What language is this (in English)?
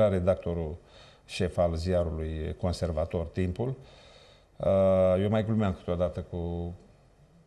Romanian